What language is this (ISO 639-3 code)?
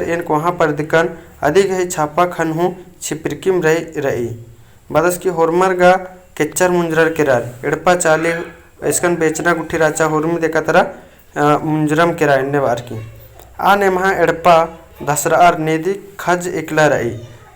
kru